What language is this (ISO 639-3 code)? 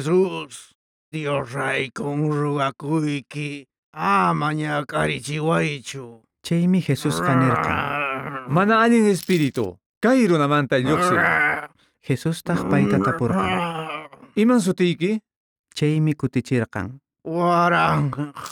que